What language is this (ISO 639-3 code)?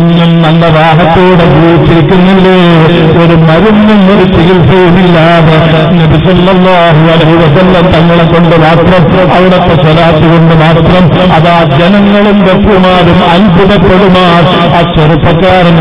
mal